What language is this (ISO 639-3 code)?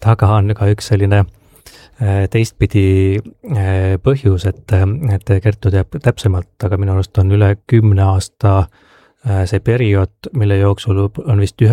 est